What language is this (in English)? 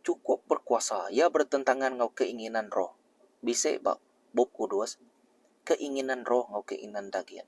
Iban